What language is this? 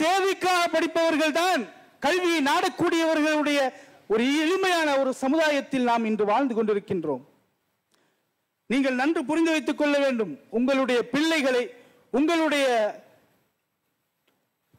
Tamil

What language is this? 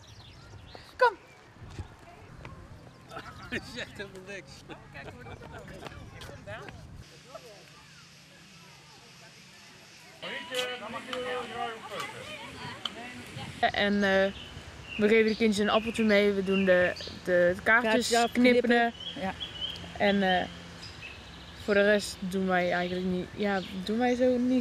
Dutch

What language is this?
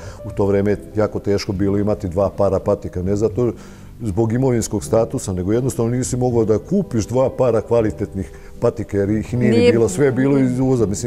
Serbian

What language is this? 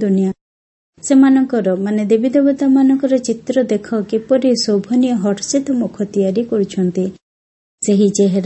Odia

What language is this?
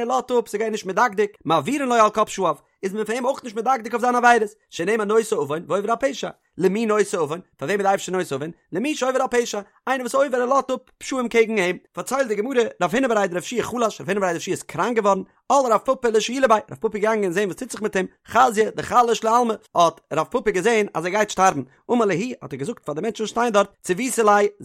Yiddish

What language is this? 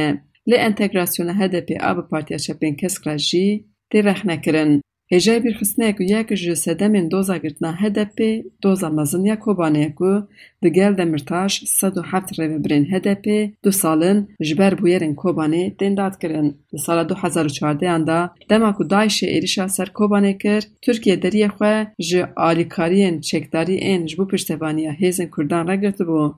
Kurdish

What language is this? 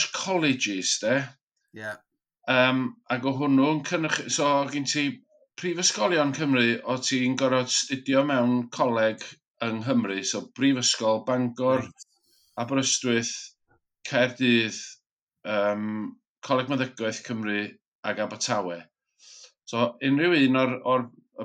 Welsh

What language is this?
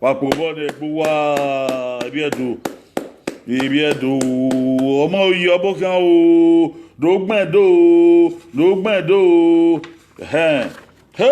Bini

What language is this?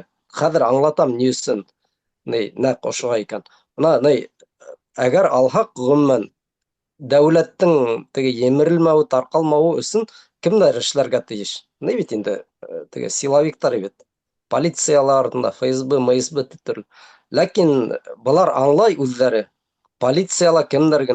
Bashkir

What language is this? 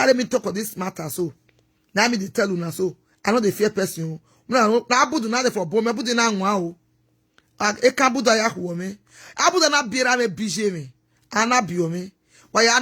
Nigerian Pidgin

